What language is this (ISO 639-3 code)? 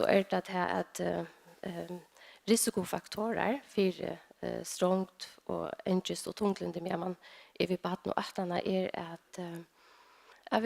fao